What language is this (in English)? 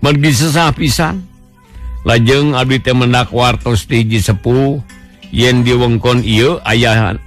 Sundanese